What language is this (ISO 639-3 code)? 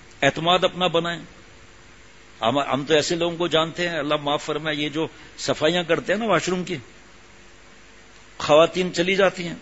urd